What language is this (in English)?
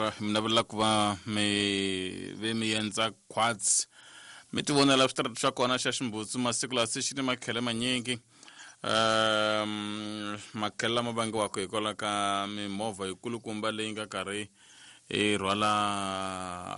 Tsonga